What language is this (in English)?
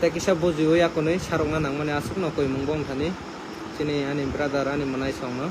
Kok Borok